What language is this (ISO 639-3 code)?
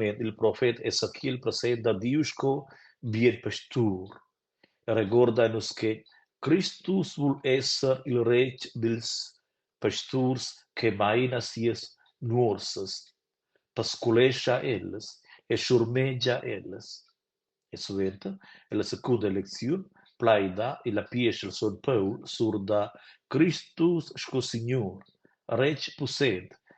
roh